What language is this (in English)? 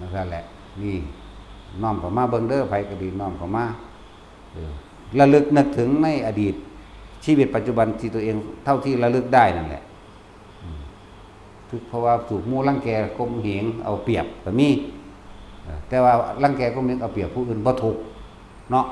Lao